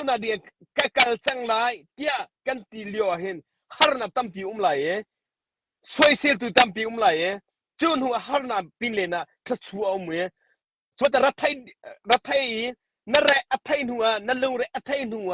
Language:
Hakha Chin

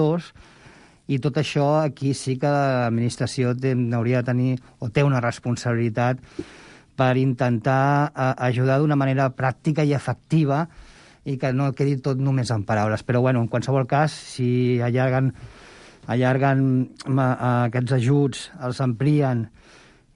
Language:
Catalan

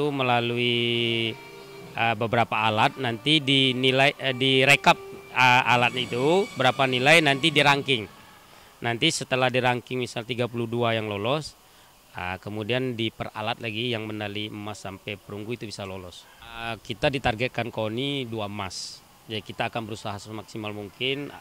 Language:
Indonesian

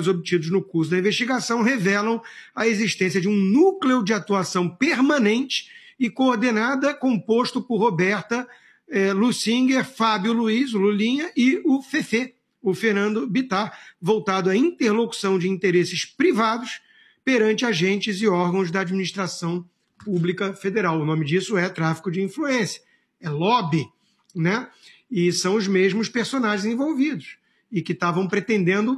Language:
Portuguese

